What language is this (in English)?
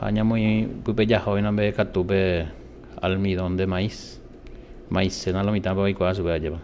Guarani